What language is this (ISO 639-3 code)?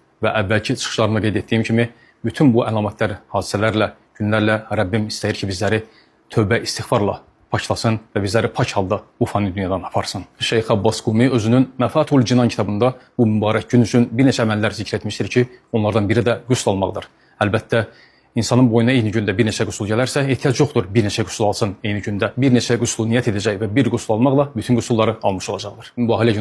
aze